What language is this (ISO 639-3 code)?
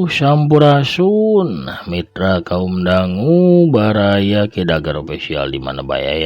sun